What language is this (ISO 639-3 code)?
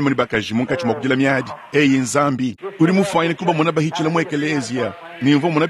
lua